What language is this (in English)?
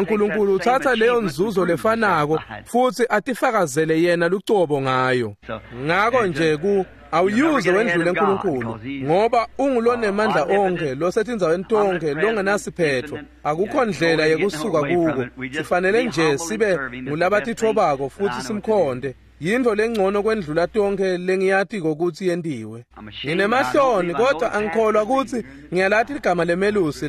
Swati